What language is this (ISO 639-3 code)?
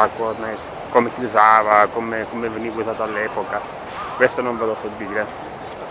ita